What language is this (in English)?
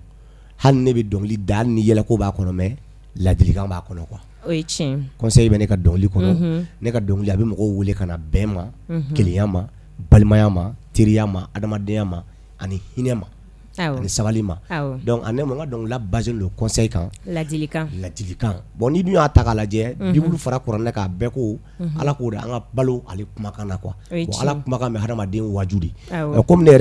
Bambara